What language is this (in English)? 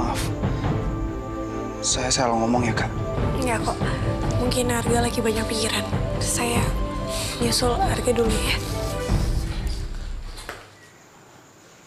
Indonesian